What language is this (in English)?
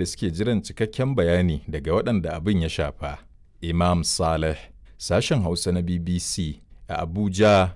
Hausa